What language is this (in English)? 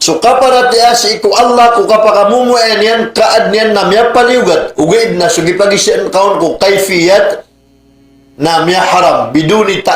Maranao